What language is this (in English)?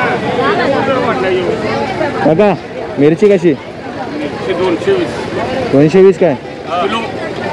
Marathi